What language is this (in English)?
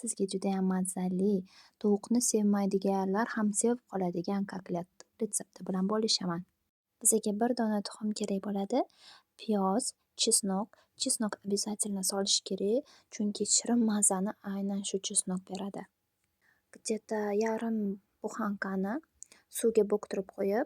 Uzbek